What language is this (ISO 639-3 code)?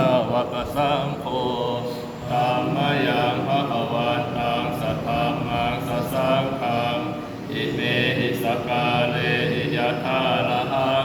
pli